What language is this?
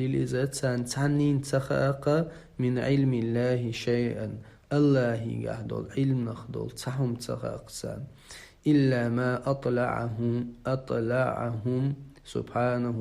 Chechen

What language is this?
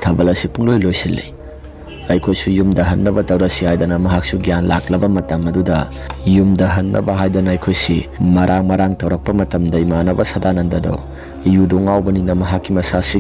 Manipuri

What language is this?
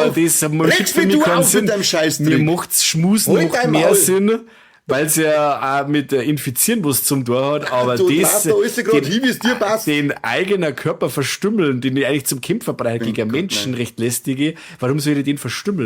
Bavarian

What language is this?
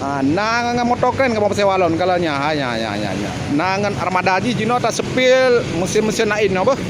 Achinese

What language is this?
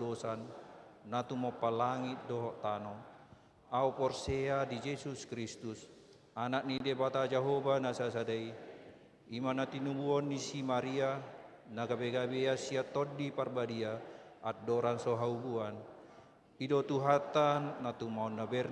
Batak Toba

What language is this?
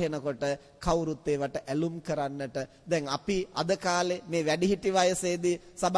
Sinhala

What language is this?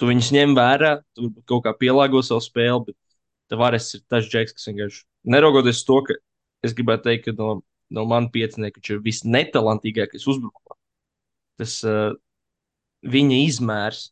Latvian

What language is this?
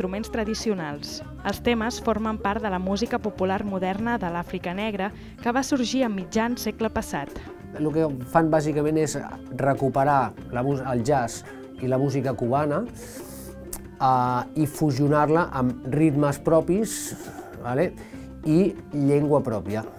Catalan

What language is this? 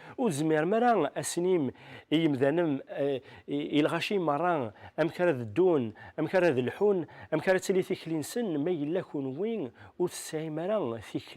Kabyle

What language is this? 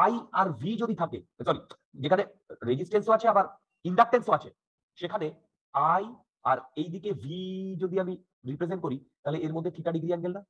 Bangla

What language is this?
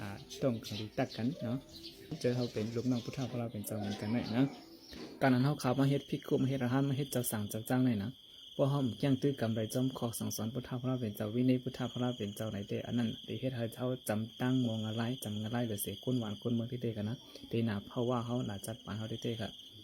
Shan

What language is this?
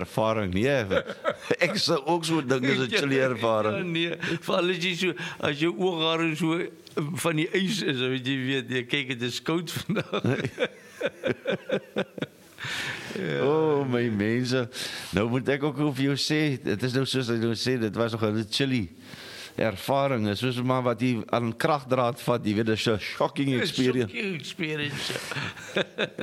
Afrikaans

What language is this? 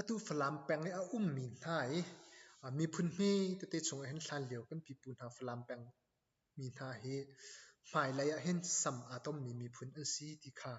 Hakha Chin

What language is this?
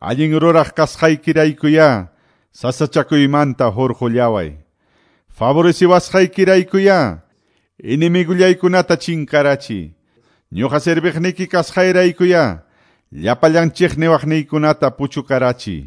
Quechua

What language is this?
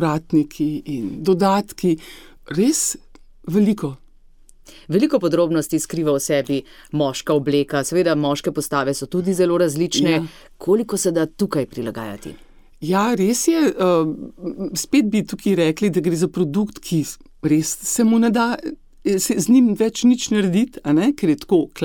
Slovenian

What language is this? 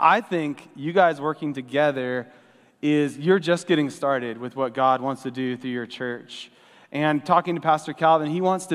English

